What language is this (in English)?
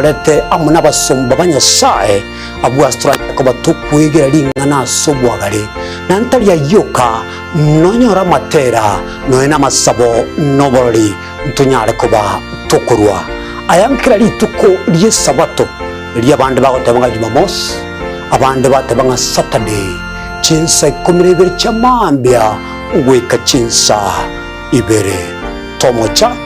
Gusii